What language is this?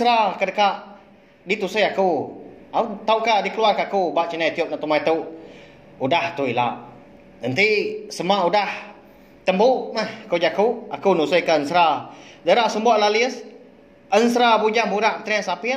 Iban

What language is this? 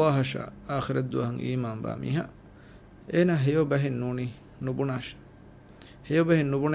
Divehi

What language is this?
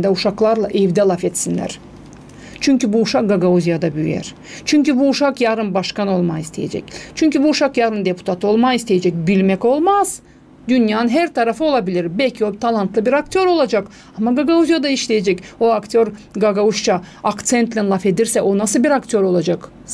Gagauz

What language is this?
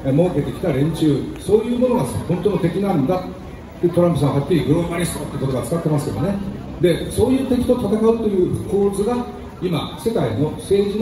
Japanese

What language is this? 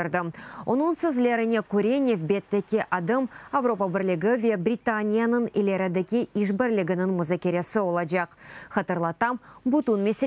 Crimean Tatar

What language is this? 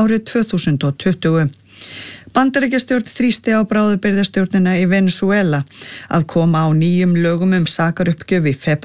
Icelandic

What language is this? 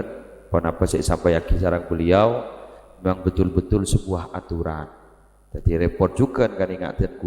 Madurese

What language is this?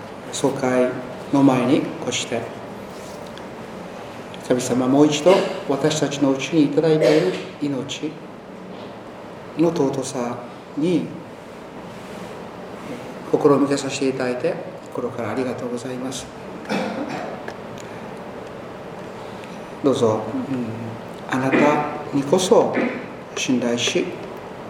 Japanese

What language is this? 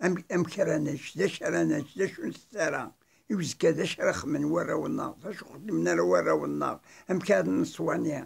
Kabyle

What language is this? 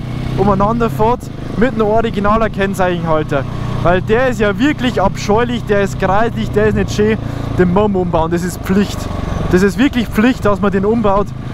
Bavarian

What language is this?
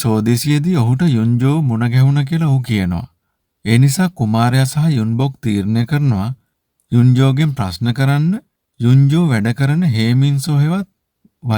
Sinhala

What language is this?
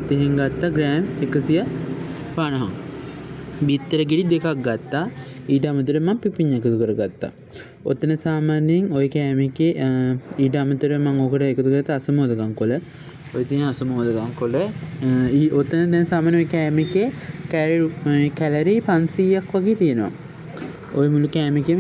Sinhala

